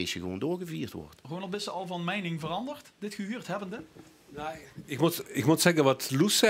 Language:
Limburgish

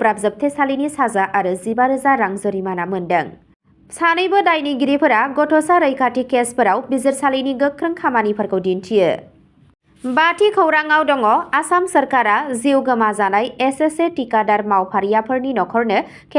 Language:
Bodo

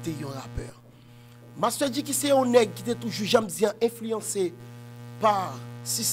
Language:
Haitian Creole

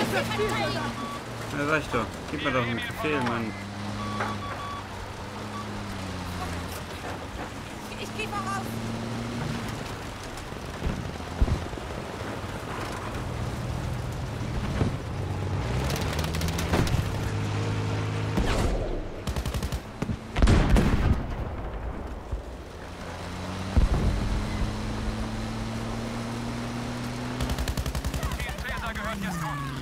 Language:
German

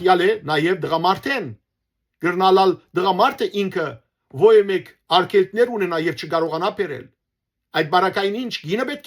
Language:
Western Armenian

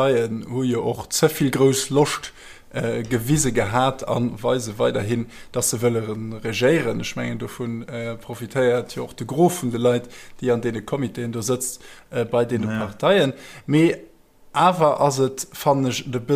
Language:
Luxembourgish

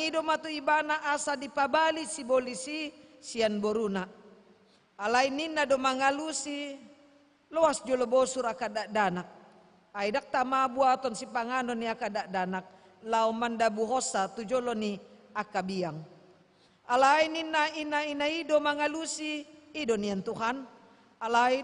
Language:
Batak Toba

